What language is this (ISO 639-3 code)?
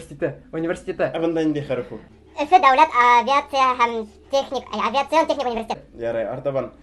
bak